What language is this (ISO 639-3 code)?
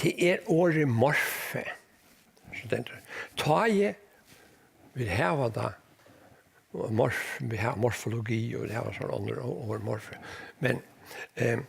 fao